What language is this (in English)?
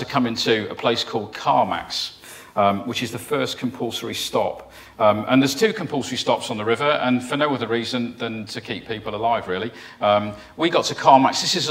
English